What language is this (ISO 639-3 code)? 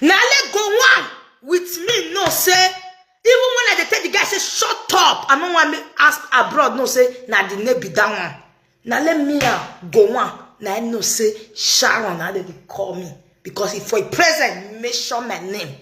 pcm